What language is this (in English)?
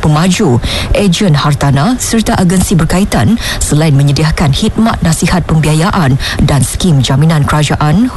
Malay